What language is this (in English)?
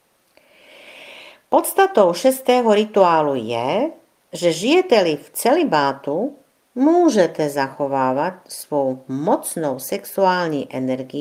Czech